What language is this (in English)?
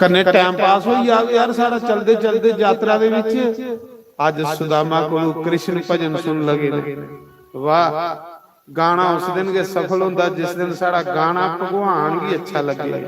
Dogri